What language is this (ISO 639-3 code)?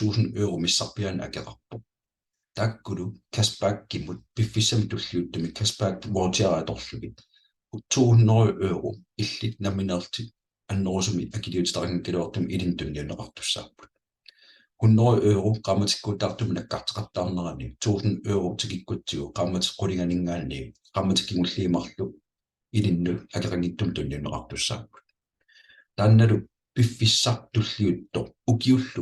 kal